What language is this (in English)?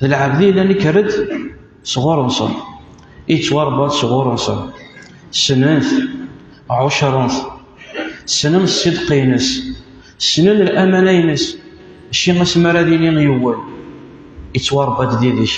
Kabyle